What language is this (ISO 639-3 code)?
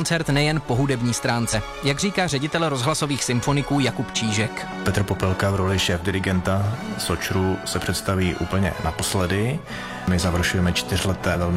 ces